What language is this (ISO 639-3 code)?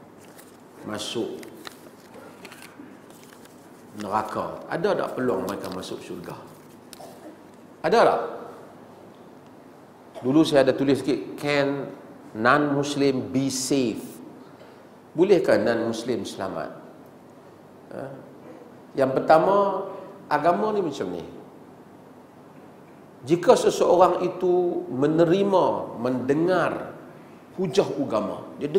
msa